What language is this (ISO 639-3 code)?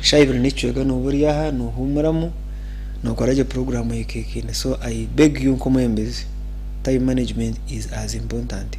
nyn